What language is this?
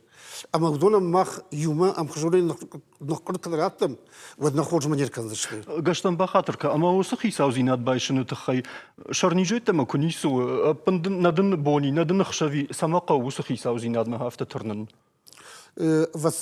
Ossetic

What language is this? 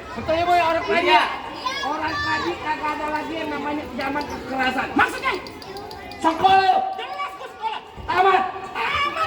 Betawi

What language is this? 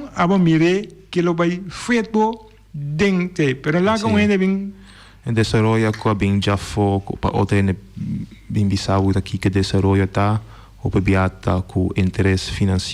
Papiamento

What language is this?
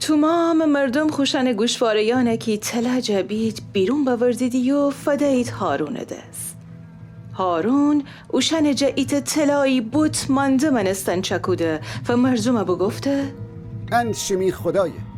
Gilaki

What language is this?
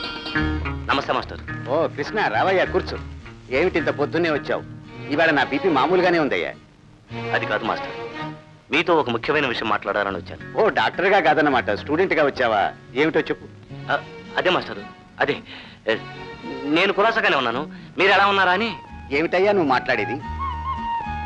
Telugu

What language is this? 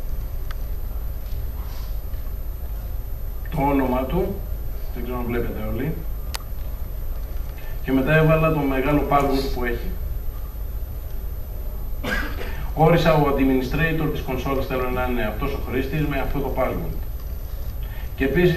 Greek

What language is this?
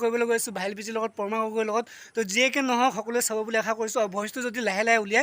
Assamese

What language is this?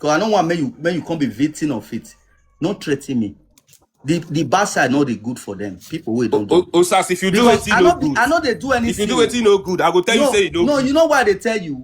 Nigerian Pidgin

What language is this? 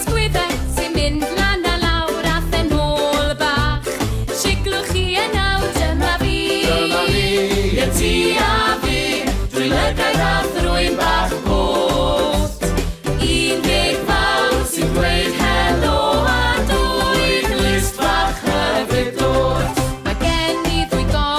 Welsh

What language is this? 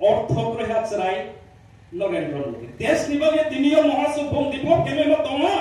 Riang (India)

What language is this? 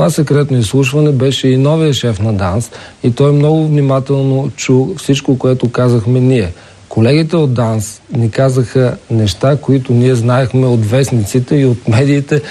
Bulgarian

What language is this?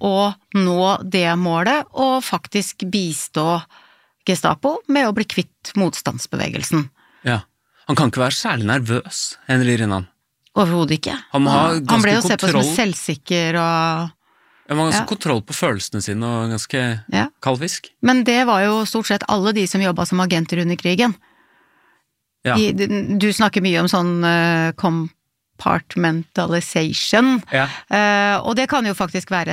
Norwegian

